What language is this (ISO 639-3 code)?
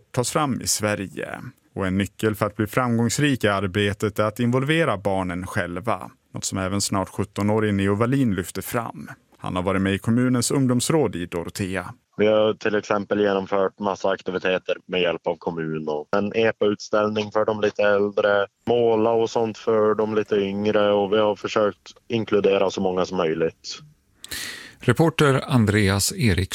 swe